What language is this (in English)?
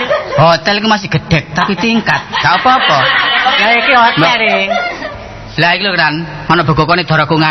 Javanese